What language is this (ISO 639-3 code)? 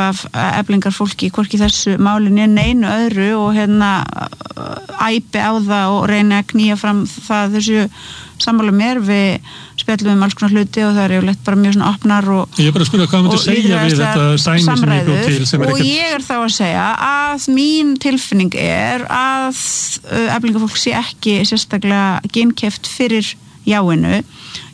isl